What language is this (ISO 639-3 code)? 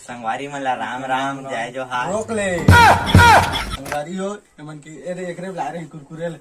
hne